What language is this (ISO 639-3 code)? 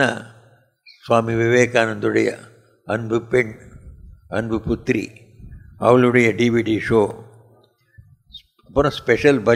tam